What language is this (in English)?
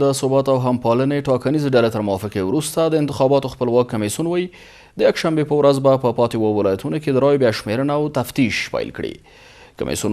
Pashto